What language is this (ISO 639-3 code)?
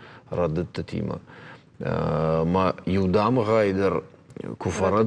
oss